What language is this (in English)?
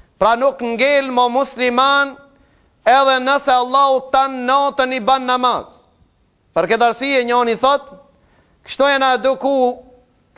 Albanian